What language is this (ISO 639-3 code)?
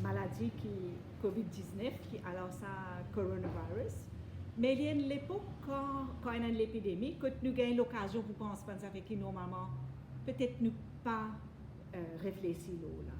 mfe